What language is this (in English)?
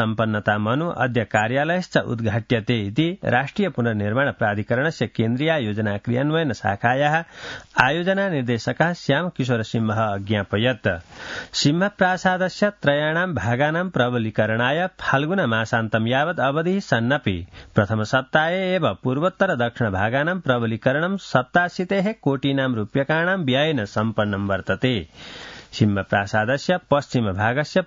Sanskrit